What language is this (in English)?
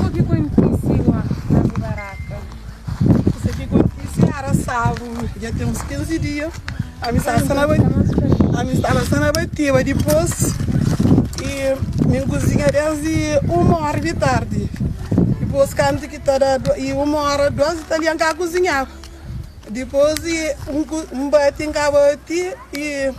Kabuverdianu